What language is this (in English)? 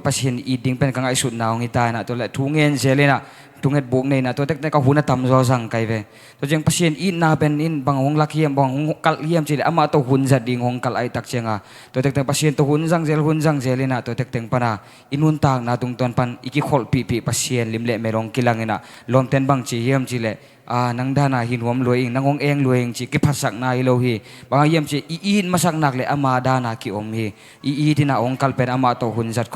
Tedim Chin